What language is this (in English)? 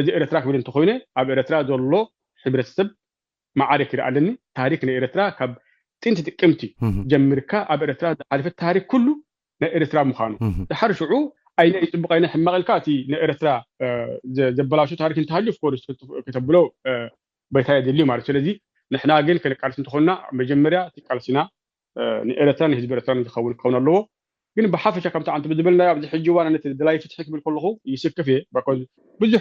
Tigrinya